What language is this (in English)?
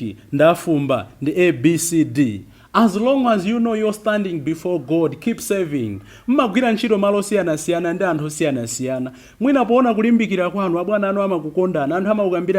Nyanja